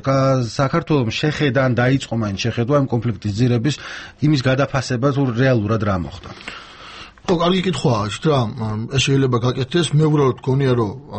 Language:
Georgian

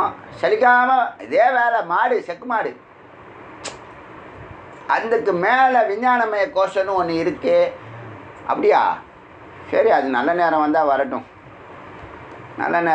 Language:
Tamil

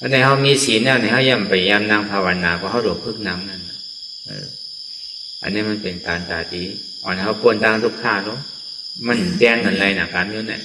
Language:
Shan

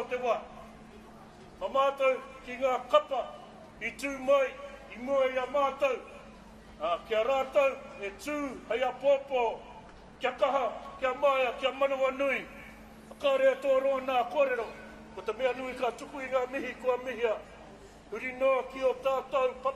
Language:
Māori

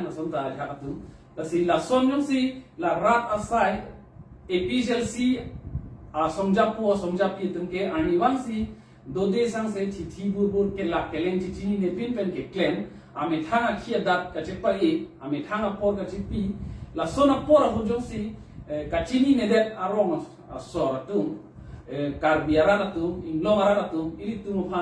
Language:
Karbi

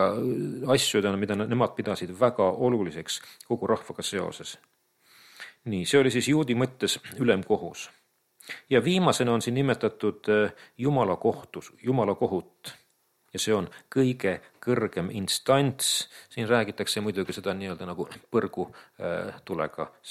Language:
Estonian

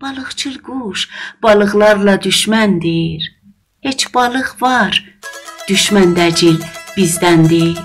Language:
South Azerbaijani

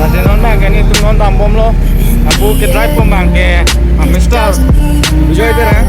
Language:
Karbi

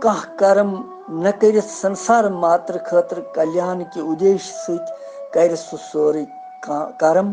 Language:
Kashmiri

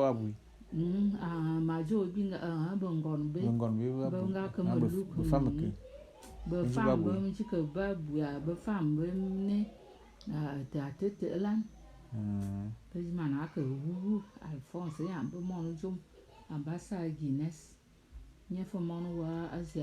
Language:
Bulu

